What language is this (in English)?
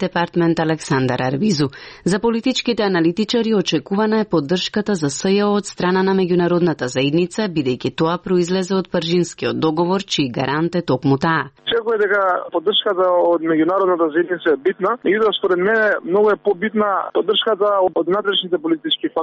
Macedonian